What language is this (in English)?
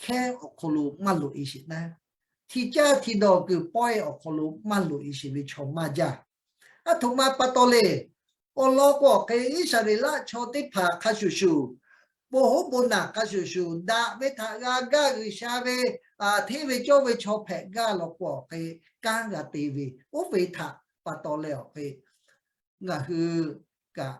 Lahu